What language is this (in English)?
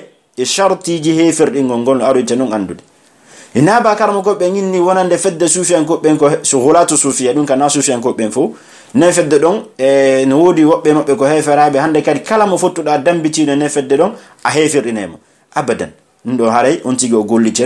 Pular